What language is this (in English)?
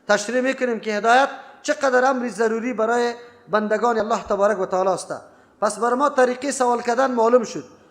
Persian